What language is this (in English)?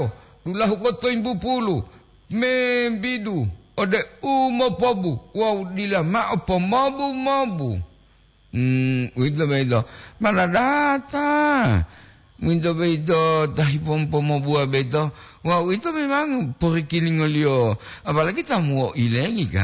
Gorontalo